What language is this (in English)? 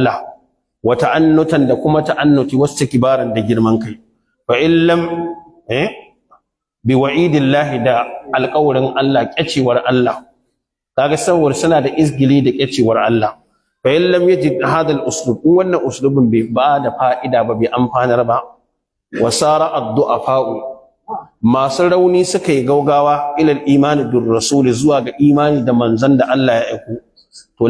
Hausa